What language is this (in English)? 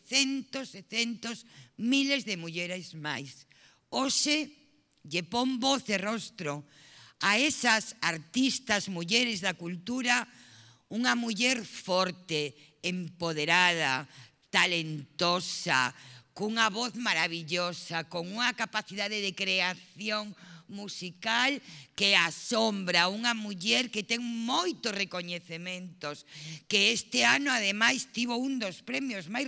Galician